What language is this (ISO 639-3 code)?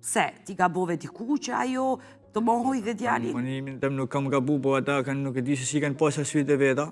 sqi